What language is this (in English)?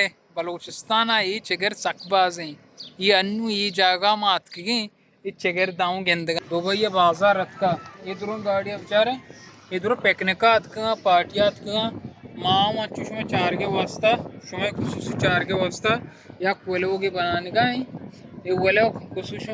Baluchi